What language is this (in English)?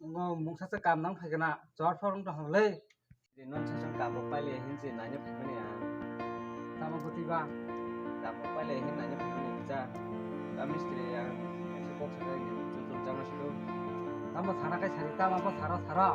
Kok Borok